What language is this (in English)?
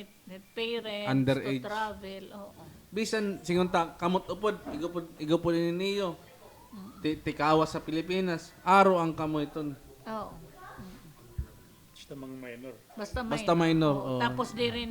Waray